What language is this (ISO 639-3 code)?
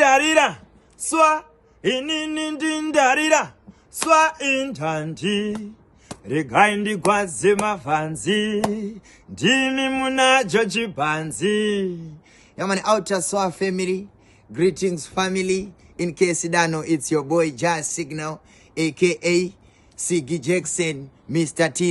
sna